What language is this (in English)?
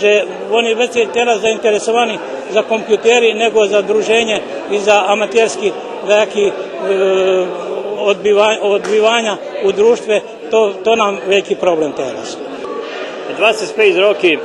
Rusyn